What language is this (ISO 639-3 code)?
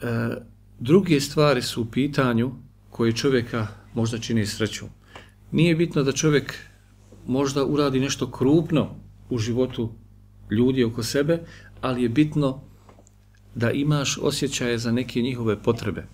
bos